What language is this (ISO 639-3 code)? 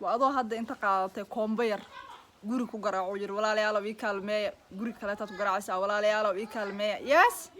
som